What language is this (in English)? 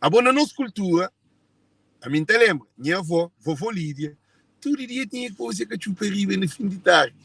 Kabuverdianu